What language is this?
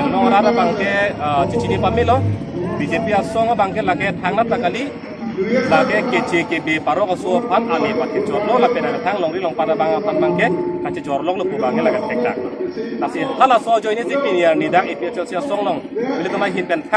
Karbi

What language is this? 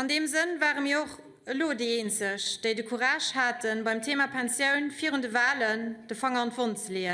Luxembourgish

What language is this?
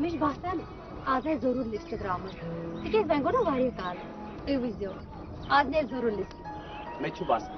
Kashmiri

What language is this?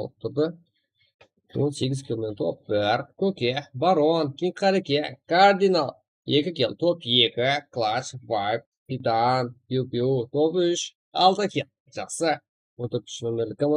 Kara-Kalpak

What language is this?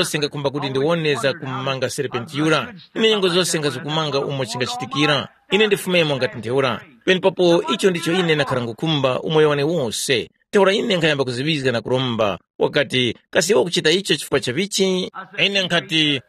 Tumbuka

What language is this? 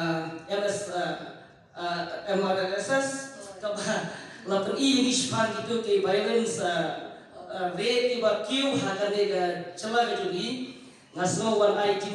Khasi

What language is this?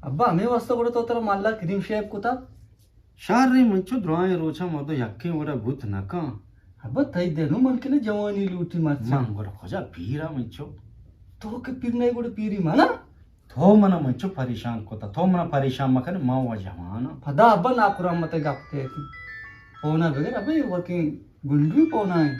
Eastern Balochi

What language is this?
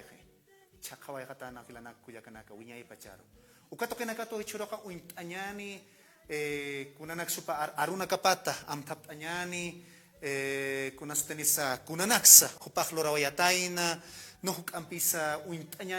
Aymara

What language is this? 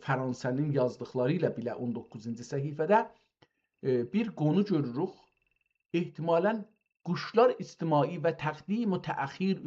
South Azerbaijani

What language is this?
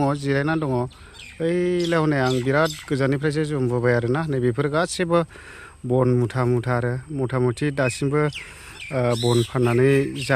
Bodo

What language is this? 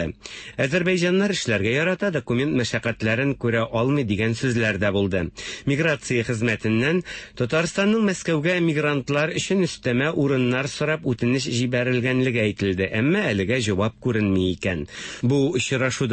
Tatar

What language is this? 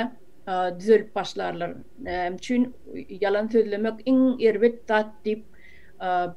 Turkmen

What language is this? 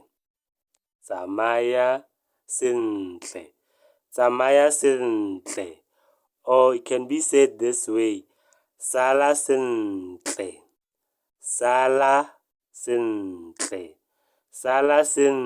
Tswana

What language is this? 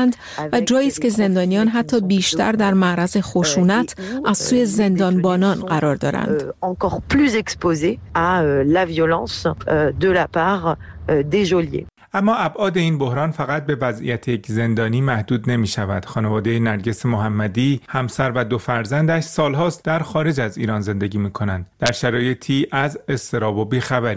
Persian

